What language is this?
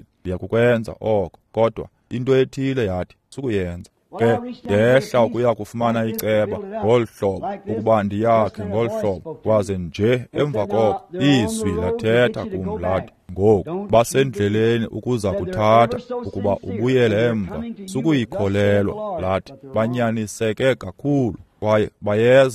Xhosa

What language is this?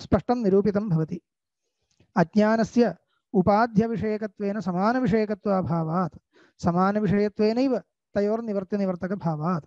Sanskrit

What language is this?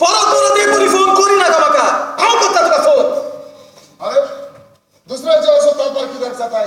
Konkani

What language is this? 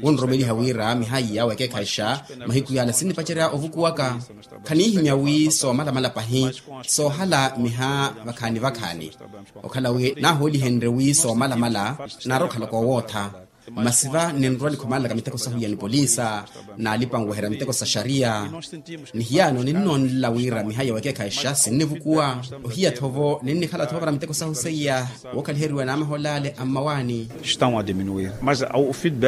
Makhuwa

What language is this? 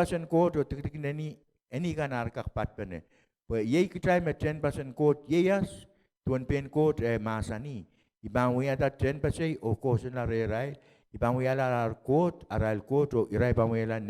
Pohnpeian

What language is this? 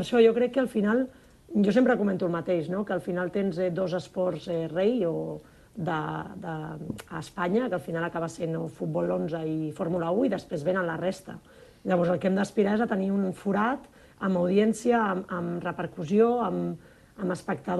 Catalan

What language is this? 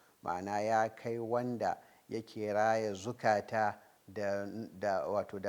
Hausa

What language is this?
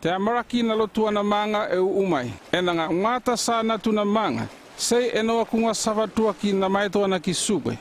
North Efate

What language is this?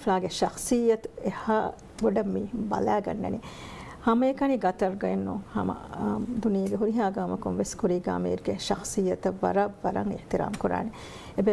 Divehi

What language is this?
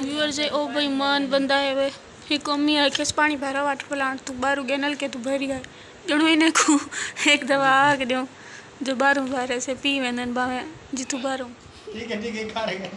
Saraiki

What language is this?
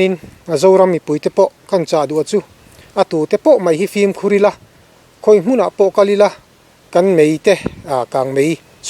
Mizo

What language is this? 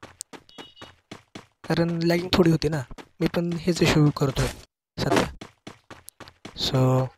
Marathi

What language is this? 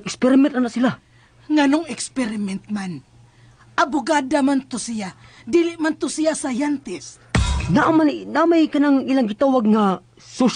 Cebuano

